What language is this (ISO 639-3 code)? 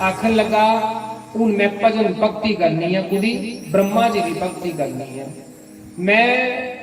doi